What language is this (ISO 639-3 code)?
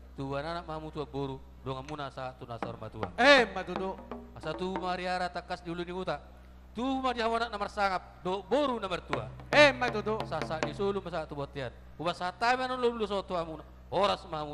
bbc